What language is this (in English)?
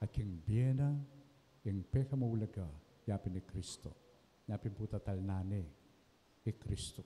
Pampanga